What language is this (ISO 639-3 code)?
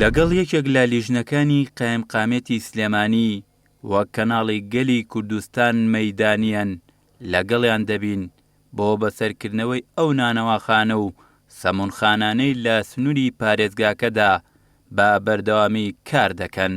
ckb